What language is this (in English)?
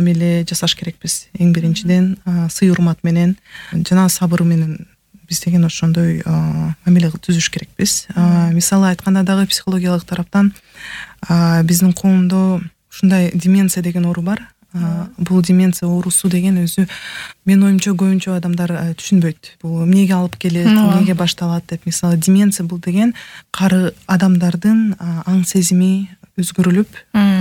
Kyrgyz